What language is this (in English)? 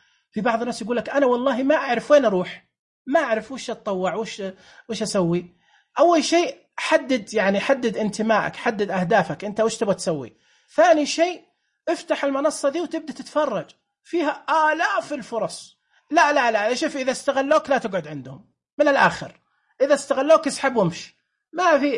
Najdi Arabic